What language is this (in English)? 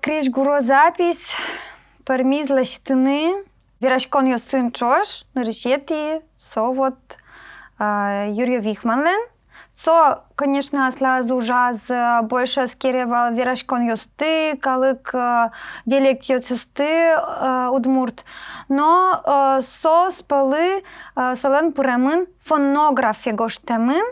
Udmurt